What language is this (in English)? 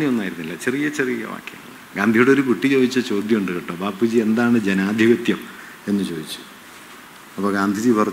Malayalam